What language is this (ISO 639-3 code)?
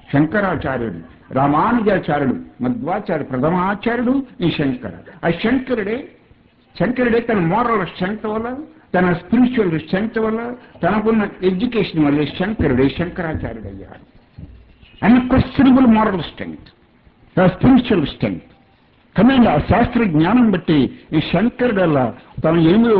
tel